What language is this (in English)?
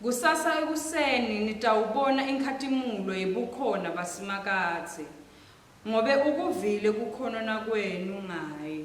Swati